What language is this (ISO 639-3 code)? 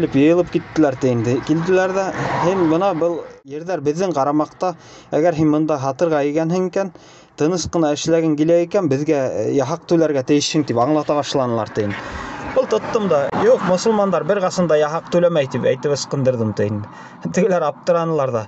bak